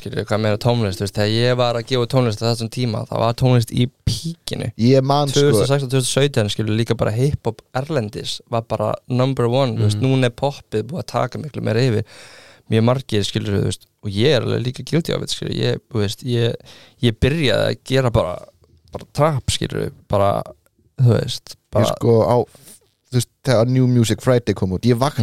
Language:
Icelandic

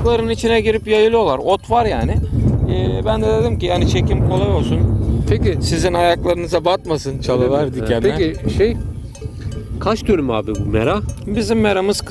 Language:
Turkish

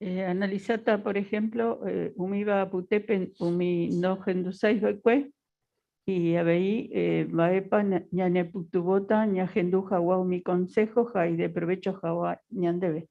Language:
Guarani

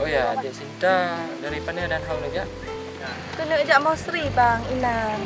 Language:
Achinese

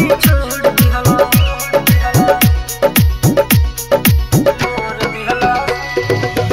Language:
Bhojpuri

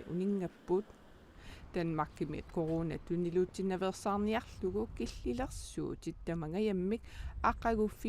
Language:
Kalaallisut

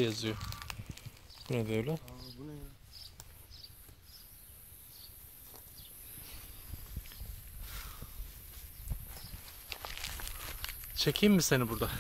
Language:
Turkish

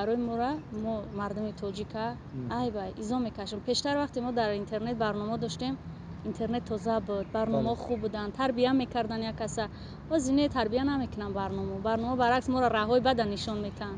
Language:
Tajik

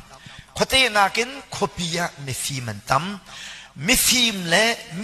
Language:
Hakha Chin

